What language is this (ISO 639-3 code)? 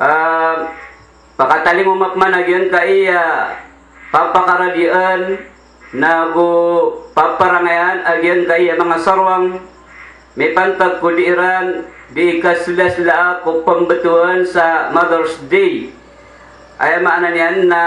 mrw